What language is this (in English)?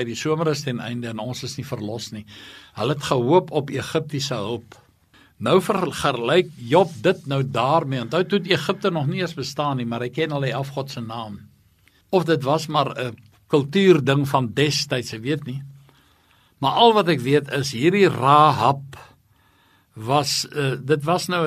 Afrikaans